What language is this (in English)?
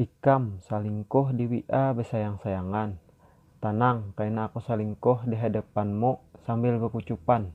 Banjar